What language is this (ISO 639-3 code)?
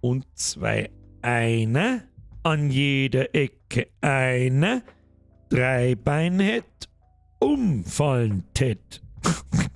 bar